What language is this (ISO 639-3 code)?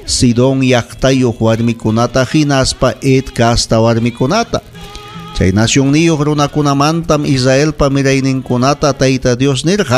quy